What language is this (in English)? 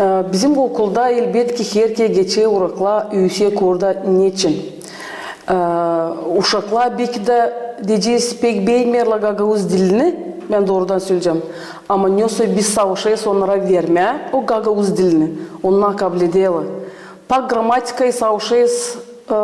Gagauz